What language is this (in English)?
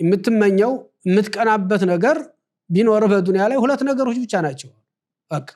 Amharic